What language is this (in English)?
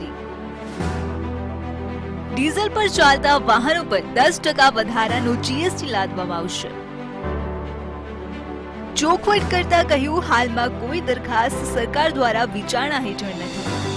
Gujarati